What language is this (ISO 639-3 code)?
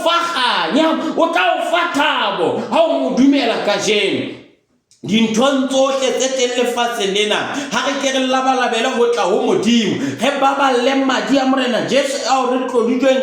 sot